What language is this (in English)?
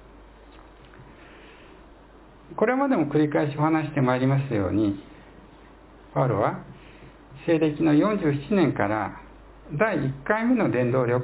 Japanese